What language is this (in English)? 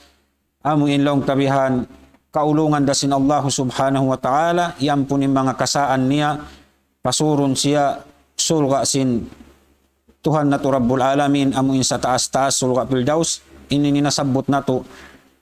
Tausug